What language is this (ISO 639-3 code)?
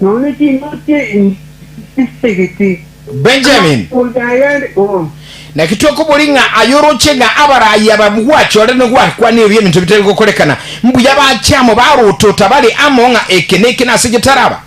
guz